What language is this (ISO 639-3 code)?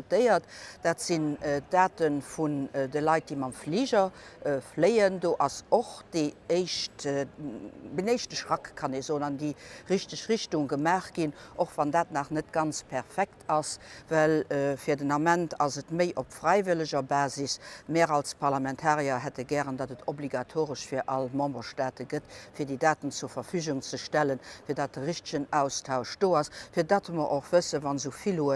ltz